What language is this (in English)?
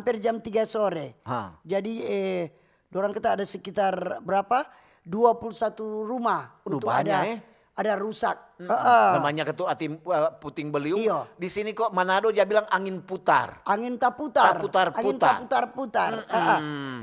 Manado Malay